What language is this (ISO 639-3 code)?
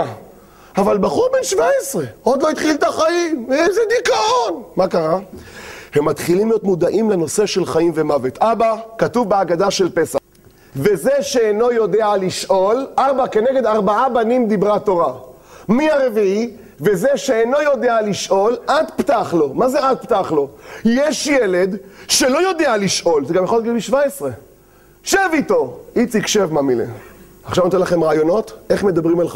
heb